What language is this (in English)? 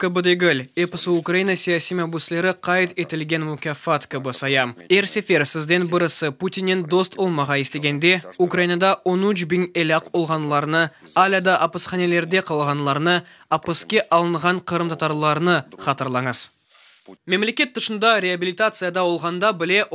Crimean Tatar